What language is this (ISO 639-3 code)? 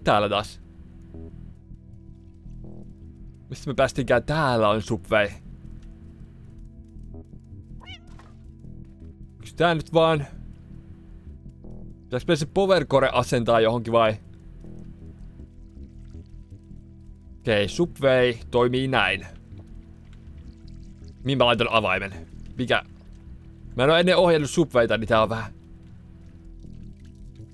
fin